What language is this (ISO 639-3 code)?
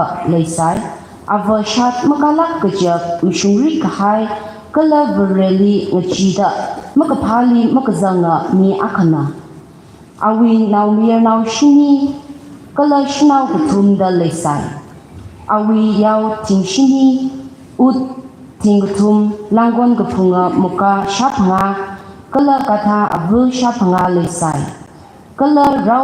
nmf